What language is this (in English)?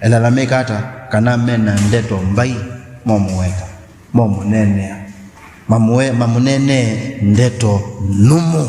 Kamba